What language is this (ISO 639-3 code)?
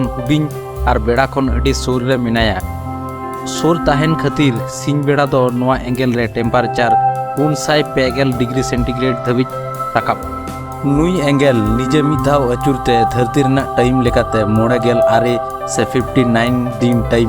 sat